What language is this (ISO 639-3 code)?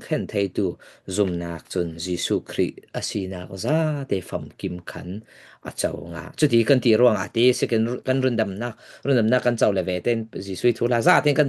cfm